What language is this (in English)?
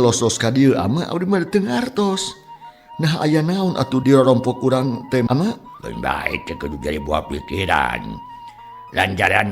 Sundanese